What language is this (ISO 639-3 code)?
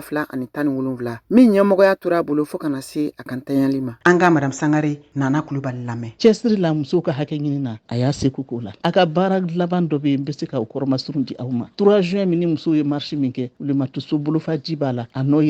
bam